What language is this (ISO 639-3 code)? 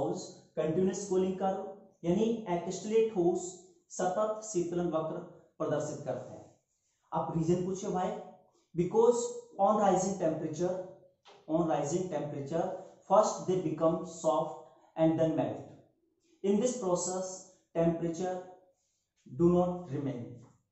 hin